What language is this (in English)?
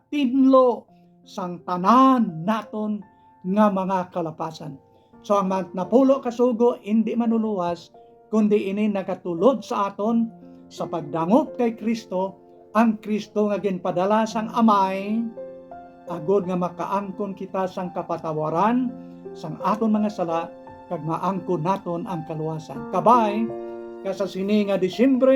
Hiligaynon